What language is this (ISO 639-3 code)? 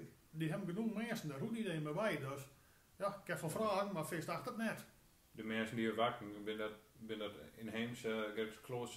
gos